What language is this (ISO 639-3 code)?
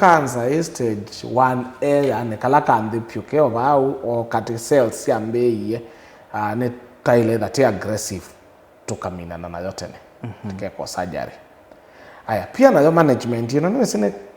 kam